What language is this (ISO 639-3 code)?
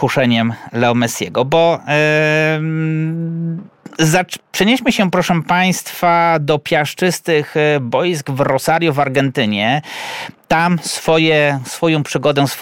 pol